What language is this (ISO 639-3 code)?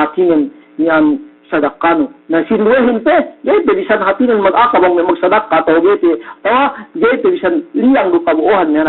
yka